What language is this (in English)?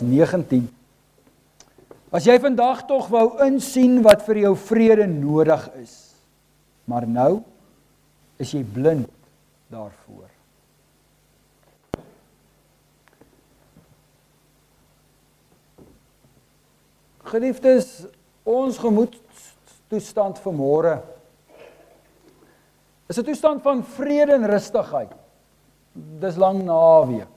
Afrikaans